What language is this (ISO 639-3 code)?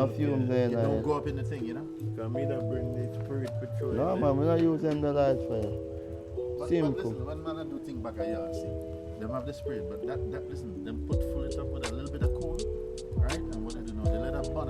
jam